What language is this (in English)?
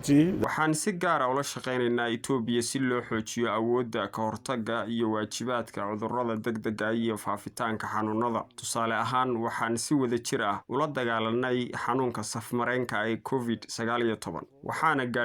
Somali